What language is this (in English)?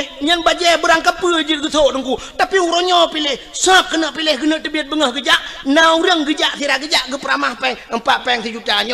Achinese